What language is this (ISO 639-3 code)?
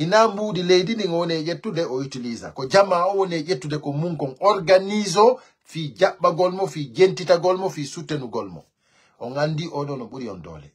fuf